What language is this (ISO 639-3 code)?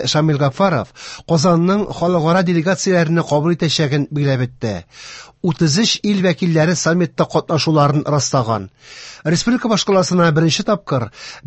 tat